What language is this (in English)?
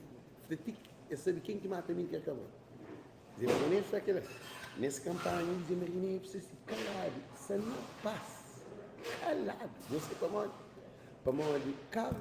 Kabuverdianu